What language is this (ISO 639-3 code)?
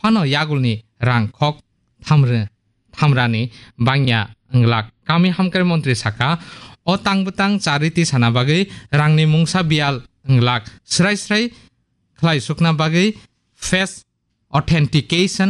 trp